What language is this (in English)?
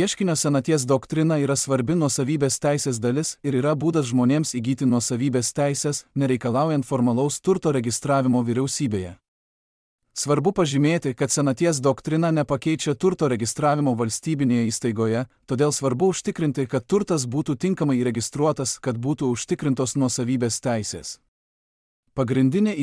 Lithuanian